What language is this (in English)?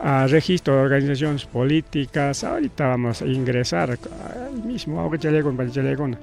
Ayacucho Quechua